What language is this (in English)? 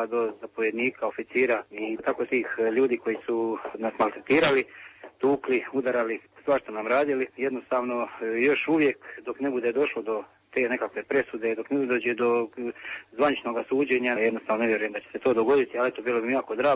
Croatian